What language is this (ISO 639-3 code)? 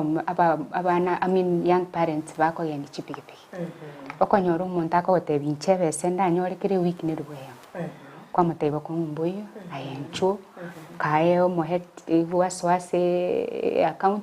guz